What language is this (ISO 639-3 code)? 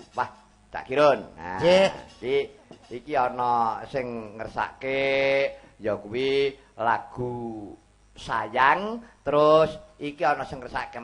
jav